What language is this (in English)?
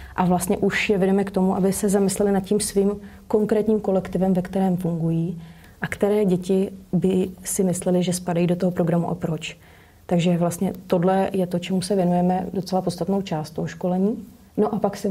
Czech